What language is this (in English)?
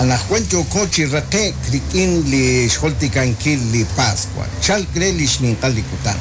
Kekchí